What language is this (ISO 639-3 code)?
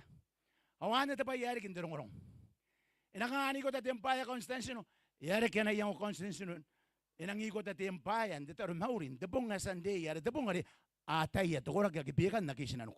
gil